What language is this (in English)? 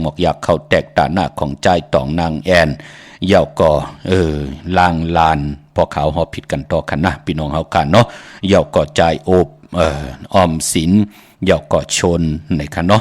Shan